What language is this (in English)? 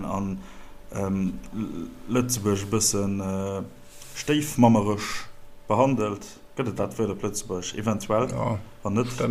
Luxembourgish